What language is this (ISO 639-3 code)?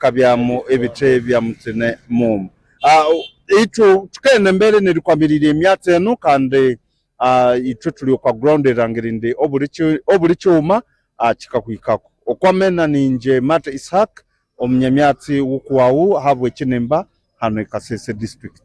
nyn